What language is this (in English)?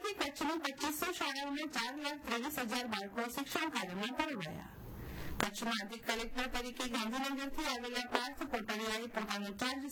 Gujarati